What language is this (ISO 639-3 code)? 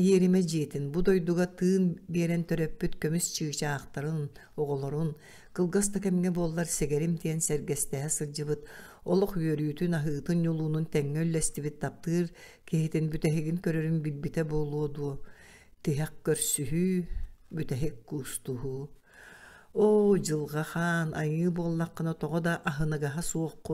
sah